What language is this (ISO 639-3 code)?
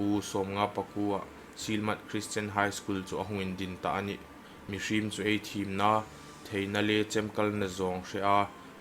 hmr